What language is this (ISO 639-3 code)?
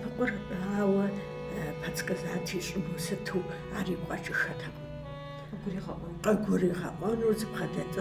kbd